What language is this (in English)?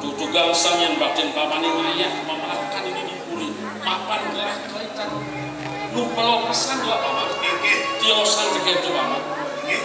Balinese